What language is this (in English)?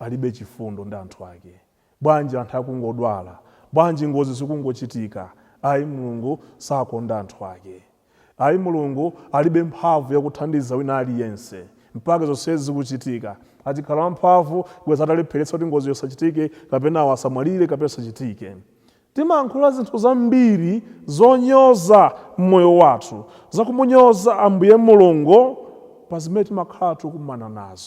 Nyanja